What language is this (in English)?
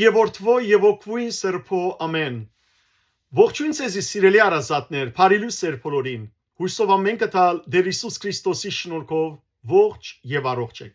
Western Armenian